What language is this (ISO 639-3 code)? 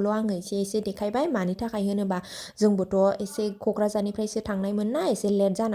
brx